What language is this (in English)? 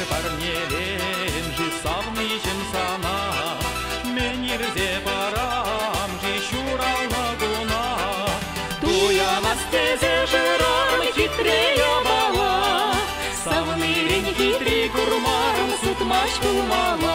Chuvash